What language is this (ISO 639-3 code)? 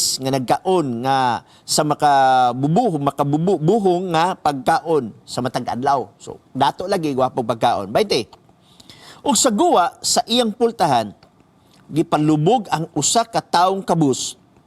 ceb